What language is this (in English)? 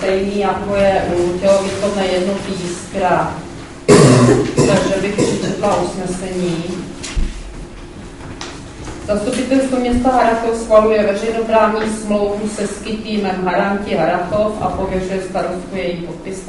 Czech